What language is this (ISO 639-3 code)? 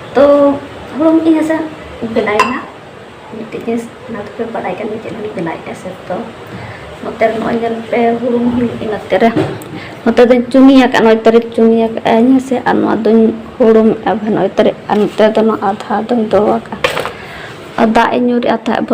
sat